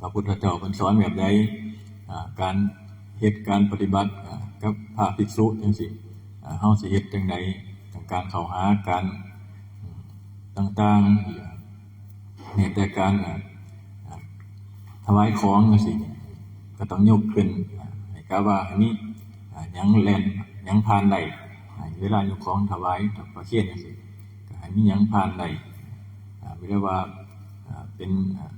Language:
Northeastern Thai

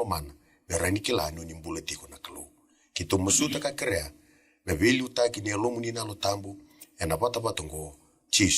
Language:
Fijian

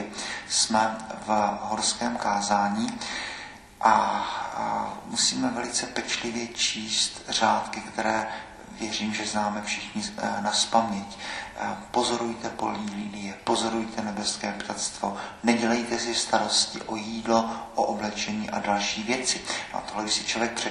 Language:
Czech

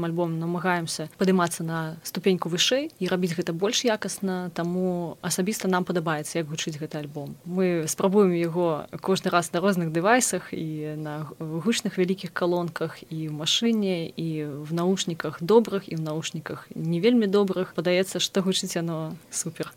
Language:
Belarusian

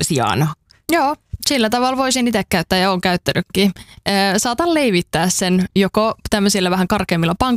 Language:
Finnish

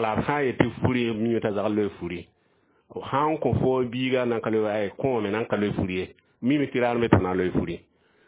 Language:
Mossi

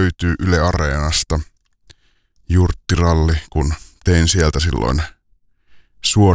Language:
Finnish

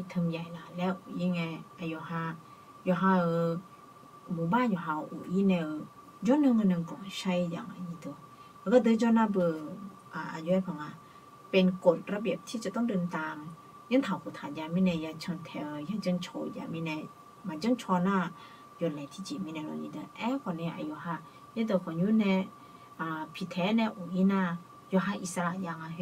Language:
Akha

